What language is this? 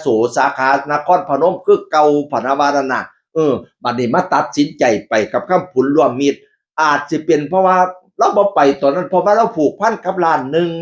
Northeastern Thai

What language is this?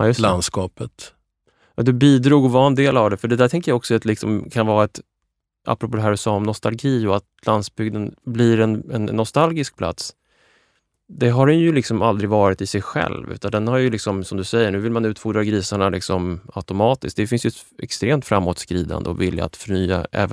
Swedish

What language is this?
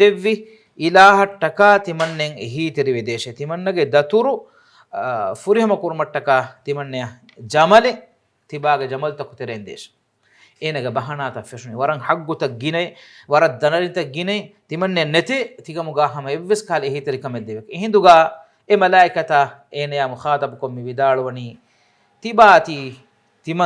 Divehi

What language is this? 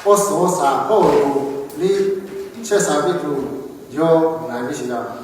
Lahu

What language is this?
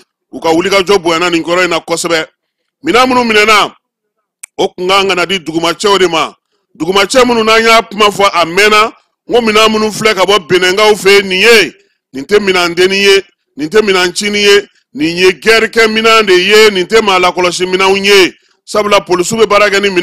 Bambara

